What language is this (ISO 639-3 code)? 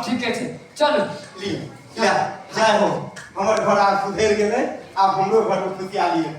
mai